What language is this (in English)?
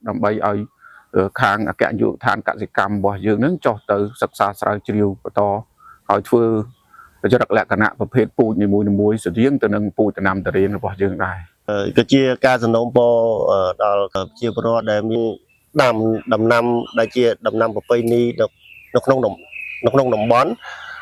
Khmer